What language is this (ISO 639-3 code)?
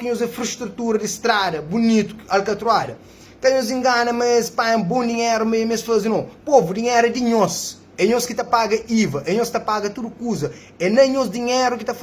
kea